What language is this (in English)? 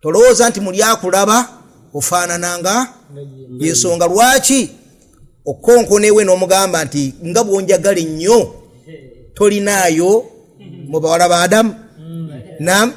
Ganda